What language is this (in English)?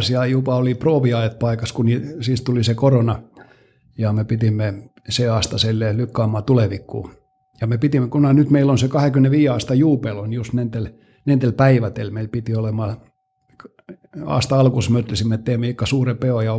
Estonian